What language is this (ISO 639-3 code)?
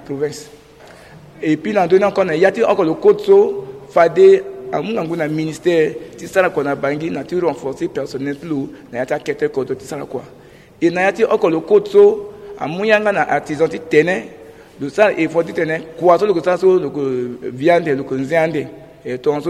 sag